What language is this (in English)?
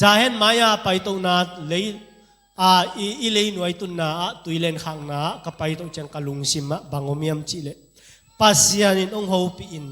Tedim Chin